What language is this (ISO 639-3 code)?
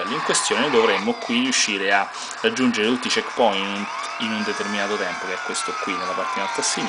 ita